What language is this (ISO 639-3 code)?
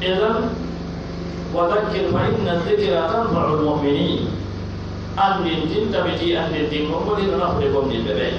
fuf